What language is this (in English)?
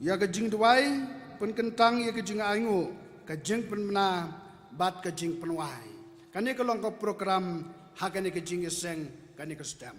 Khasi